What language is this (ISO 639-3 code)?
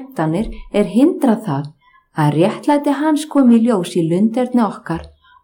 isl